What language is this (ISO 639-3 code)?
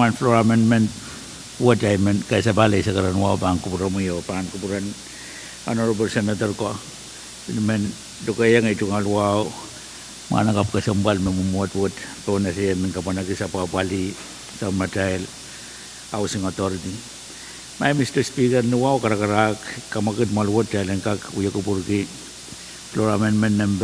pon